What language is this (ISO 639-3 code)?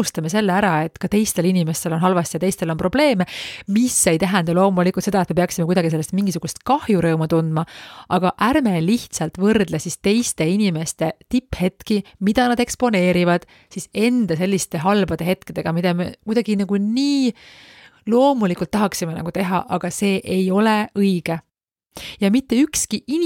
est